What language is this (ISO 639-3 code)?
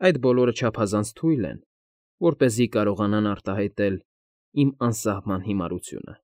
hye